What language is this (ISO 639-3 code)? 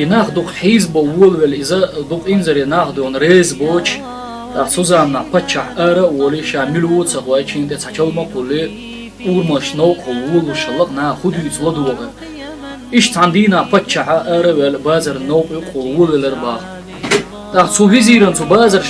che